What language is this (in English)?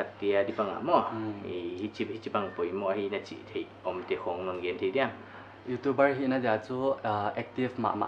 Paite Chin